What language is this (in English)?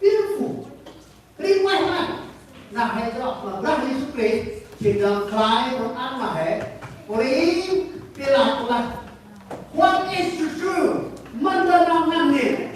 Central Mnong